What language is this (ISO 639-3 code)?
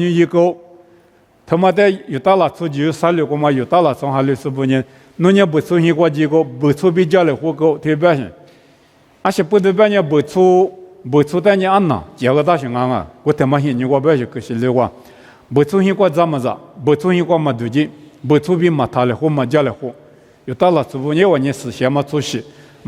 lis